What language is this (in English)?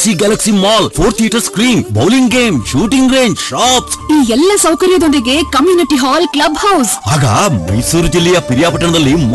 Kannada